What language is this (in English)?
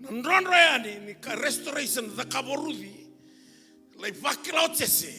Fijian